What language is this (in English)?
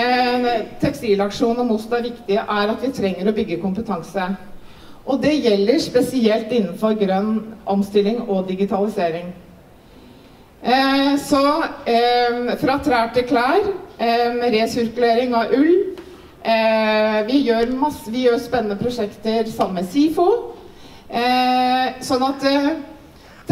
Norwegian